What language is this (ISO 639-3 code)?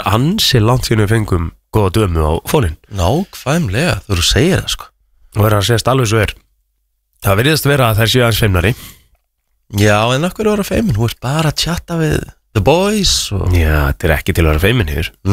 isl